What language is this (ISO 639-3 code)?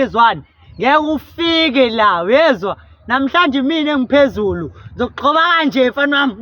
zul